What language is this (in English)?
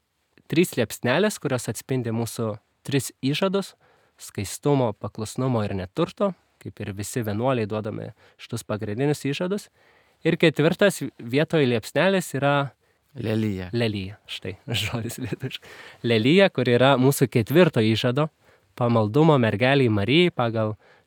Lithuanian